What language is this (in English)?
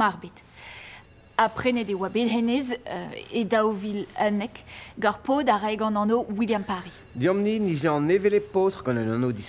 Breton